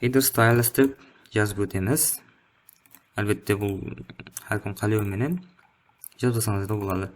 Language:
Kara-Kalpak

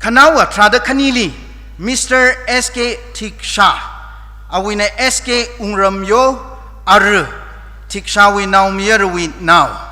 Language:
Tangkhul Naga (India)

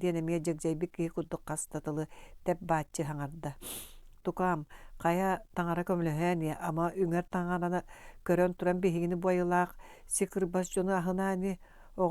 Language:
Yakut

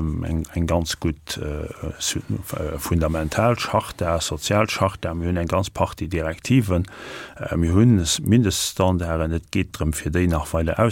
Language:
Luxembourgish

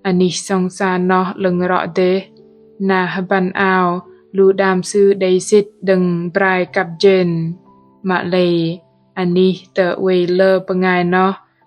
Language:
Bahnar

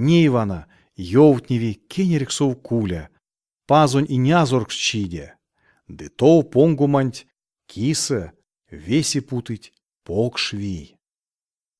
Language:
Erzya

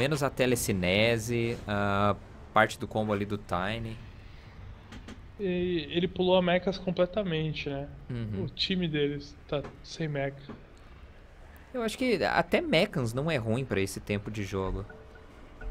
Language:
Portuguese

